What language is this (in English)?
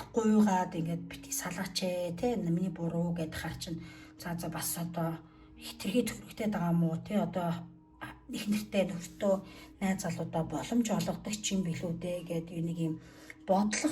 Mongolian